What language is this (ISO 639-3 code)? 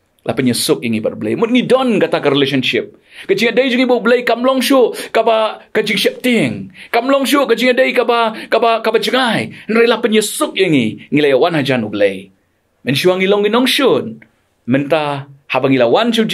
kha